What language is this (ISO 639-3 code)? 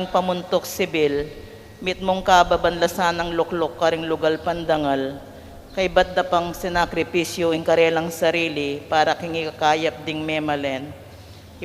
pam